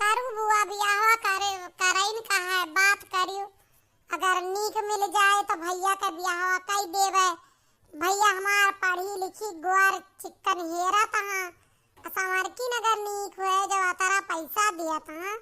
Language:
Awadhi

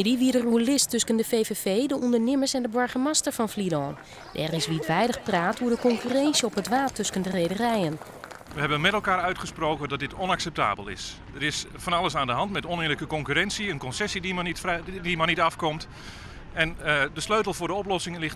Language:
Western Frisian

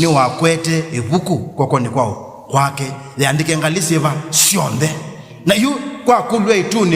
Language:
Kamba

